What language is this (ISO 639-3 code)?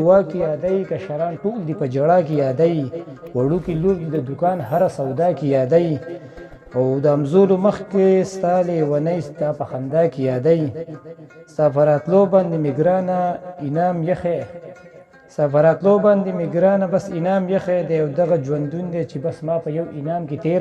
pus